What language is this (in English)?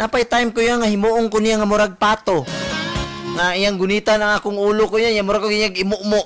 Cebuano